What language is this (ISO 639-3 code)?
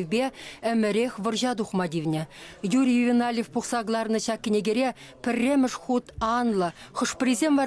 chv